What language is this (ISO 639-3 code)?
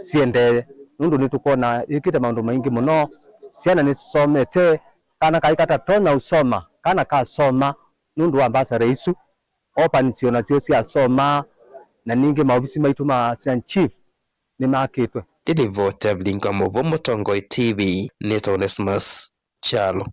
kam